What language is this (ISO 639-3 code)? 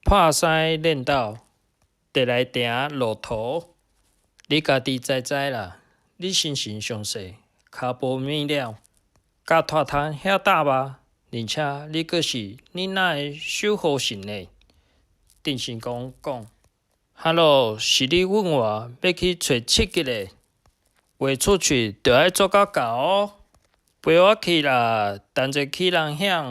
nan